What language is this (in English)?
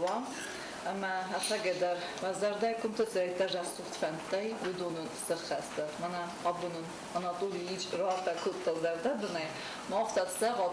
Ossetic